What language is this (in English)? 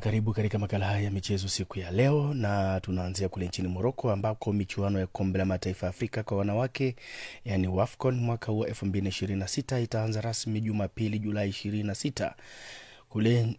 Swahili